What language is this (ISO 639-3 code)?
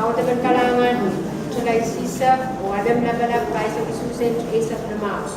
pon